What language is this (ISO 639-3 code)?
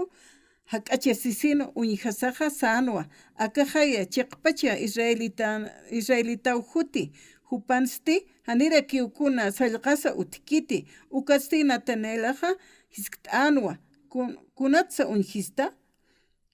aym